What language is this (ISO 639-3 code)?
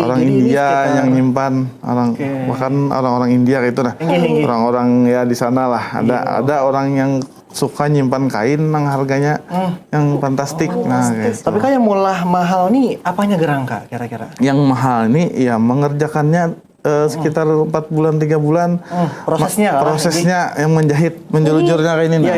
bjn